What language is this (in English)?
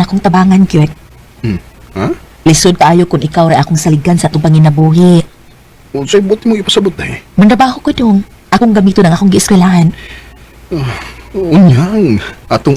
Cebuano